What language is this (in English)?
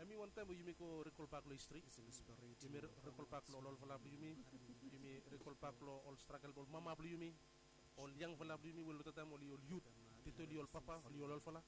Bislama